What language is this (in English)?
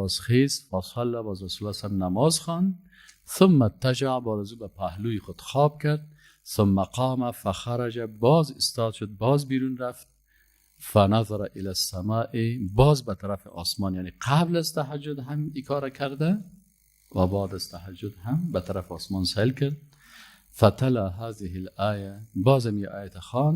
Persian